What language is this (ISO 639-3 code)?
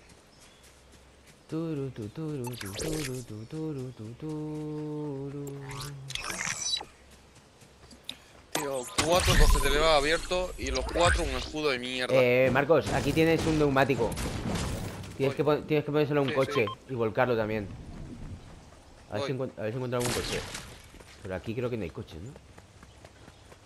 spa